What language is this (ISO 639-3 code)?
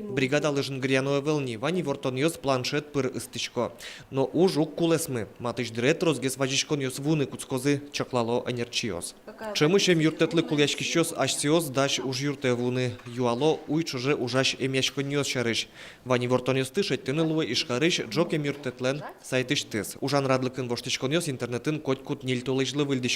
udm